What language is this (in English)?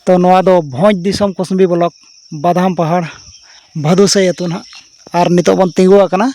Santali